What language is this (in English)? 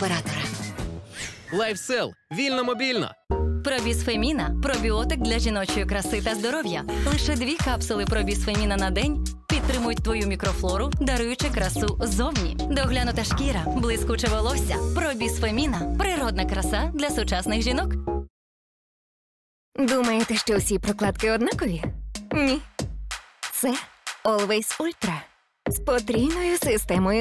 Ukrainian